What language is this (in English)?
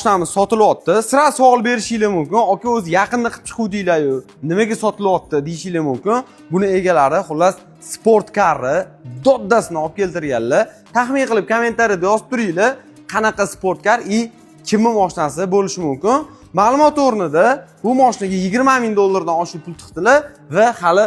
Uzbek